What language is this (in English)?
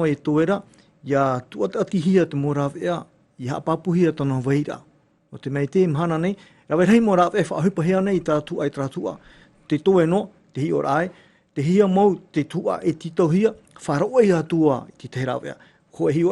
Tahitian